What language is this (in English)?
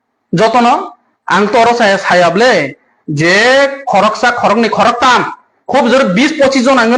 Kok Borok